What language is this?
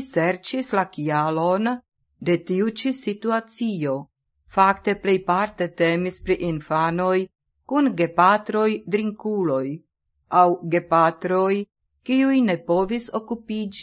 Esperanto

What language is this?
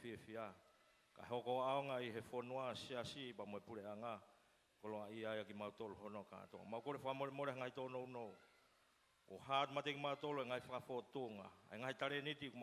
Tongan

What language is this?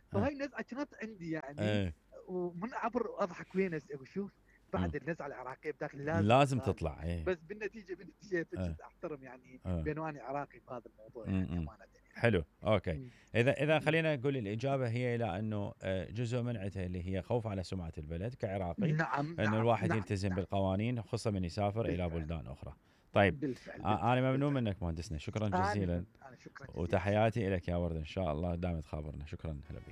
Mesopotamian Arabic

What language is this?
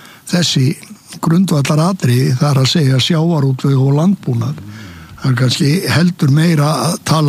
Icelandic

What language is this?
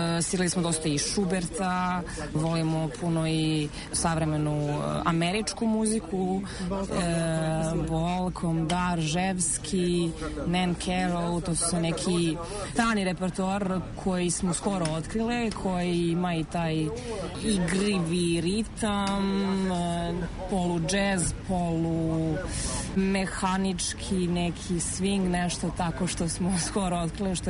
Serbian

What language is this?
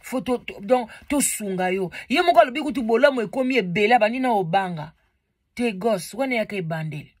Lingala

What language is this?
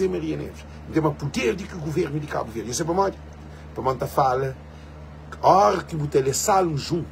Kabuverdianu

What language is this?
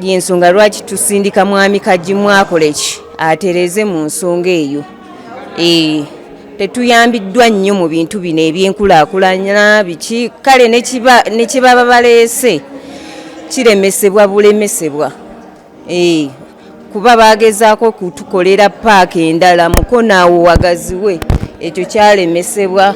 Ganda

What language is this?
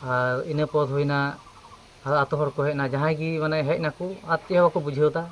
Santali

